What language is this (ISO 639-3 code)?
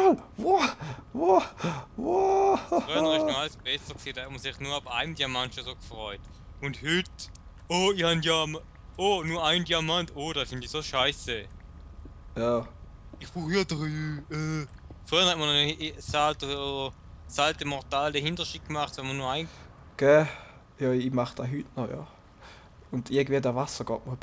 gsw